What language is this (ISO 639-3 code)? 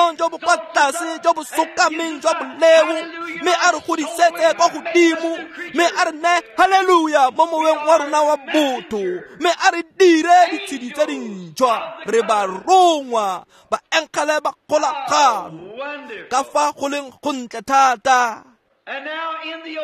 tsn